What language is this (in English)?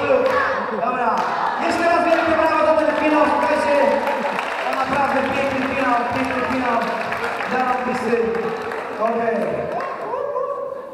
Polish